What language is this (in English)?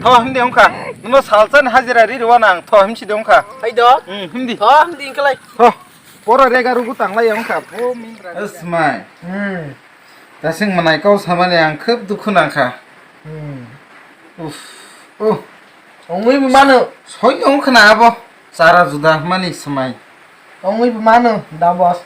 Kok Borok